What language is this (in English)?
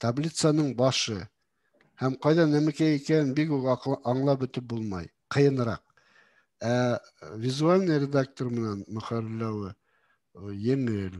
Bashkir